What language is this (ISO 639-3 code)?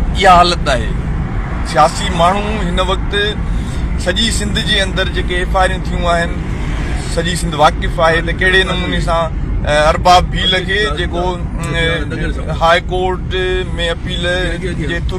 snd